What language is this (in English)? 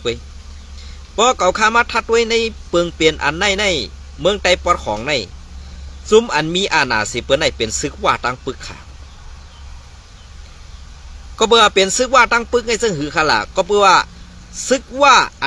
Shan